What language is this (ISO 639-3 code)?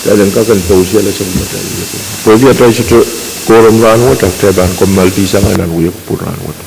pon